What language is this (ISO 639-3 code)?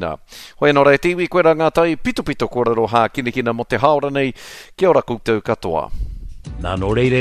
mri